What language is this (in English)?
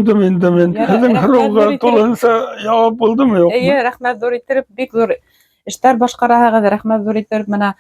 Bashkir